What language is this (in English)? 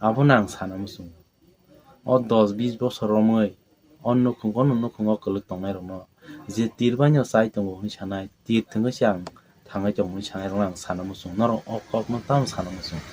Kok Borok